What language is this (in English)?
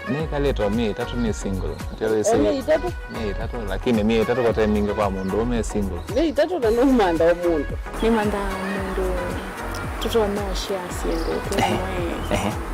Kamba